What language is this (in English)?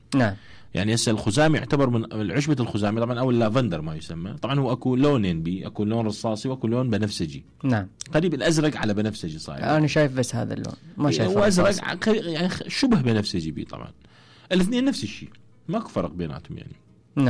Mesopotamian Arabic